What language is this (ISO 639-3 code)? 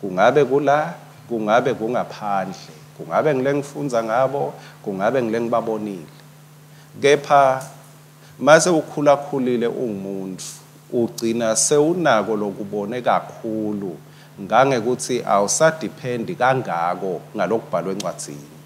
ssw